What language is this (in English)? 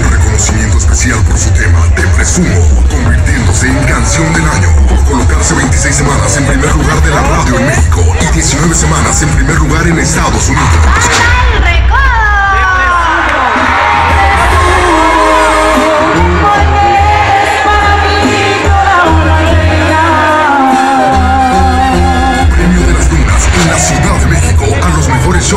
Spanish